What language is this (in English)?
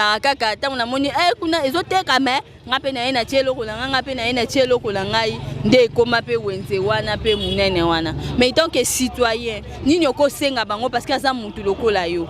Lingala